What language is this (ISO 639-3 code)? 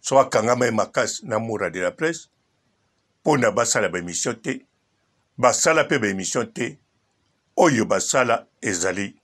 lin